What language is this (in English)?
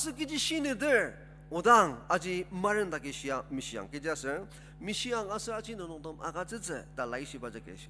Ao Naga